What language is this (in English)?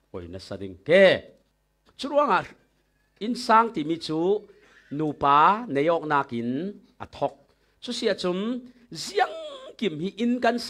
Falam Chin